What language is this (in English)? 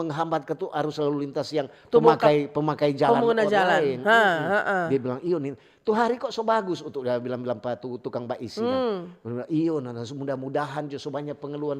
Manado Malay